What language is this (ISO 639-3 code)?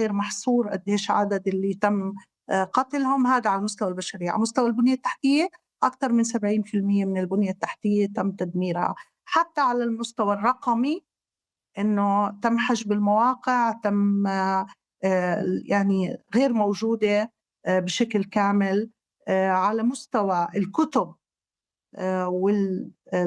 apc